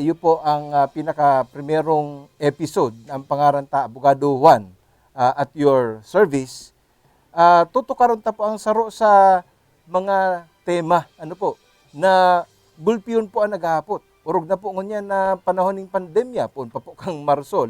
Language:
Bikol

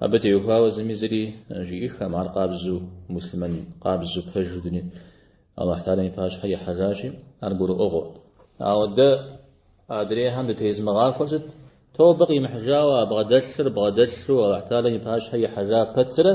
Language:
Kabardian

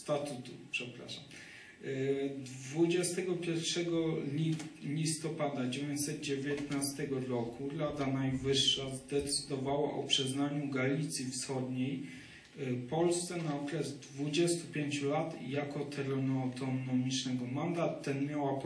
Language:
Polish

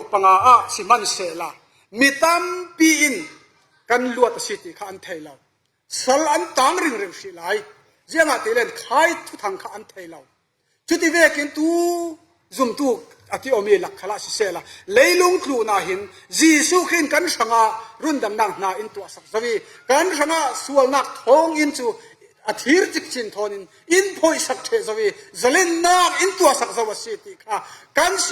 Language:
Falam Chin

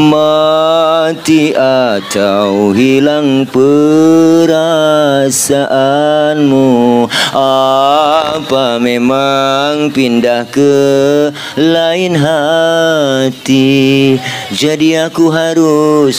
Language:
Betawi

